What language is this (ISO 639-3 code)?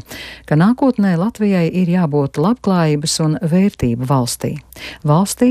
lav